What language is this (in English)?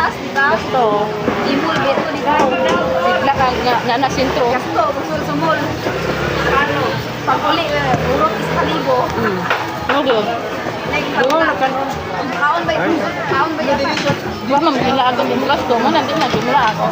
Cebuano